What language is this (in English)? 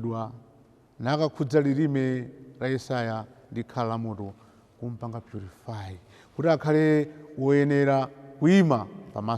Nyanja